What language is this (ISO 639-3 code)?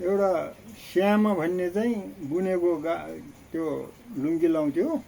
nep